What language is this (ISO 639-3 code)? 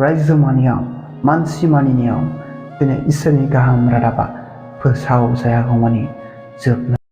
brx